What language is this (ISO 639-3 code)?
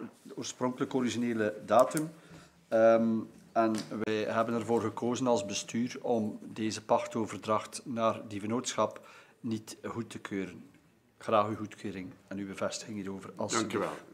nld